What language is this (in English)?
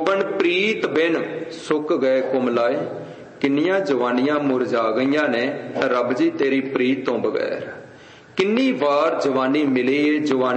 Punjabi